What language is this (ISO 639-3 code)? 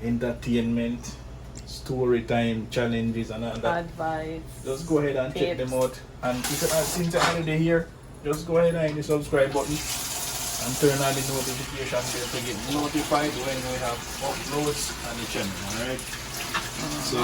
jam